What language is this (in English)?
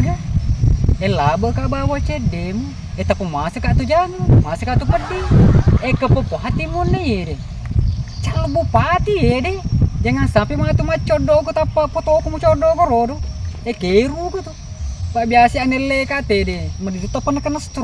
Buginese